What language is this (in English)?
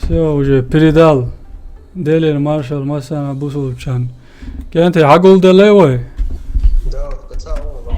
Chechen